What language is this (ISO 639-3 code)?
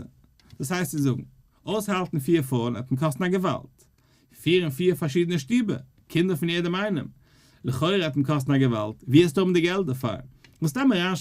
yid